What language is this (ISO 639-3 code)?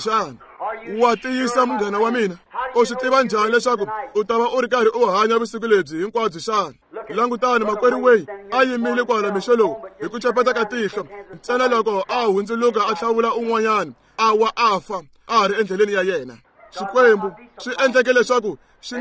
tso